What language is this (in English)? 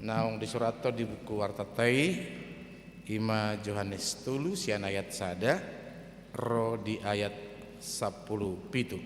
Batak Toba